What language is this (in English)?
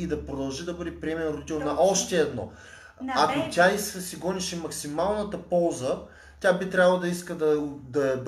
Bulgarian